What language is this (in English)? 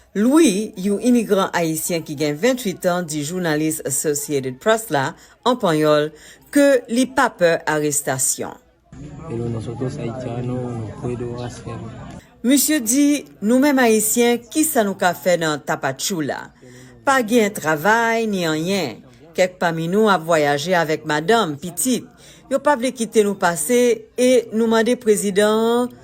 Haitian Creole